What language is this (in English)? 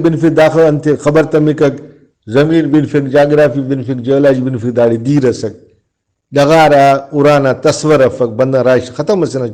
Brahui